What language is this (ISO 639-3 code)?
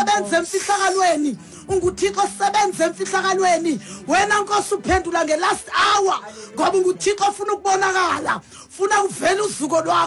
xho